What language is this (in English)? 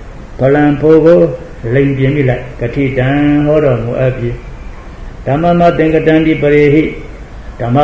Burmese